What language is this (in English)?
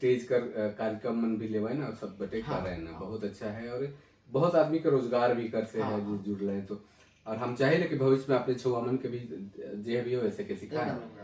Sadri